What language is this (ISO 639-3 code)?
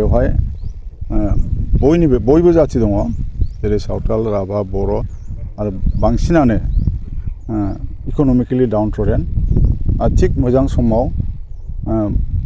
brx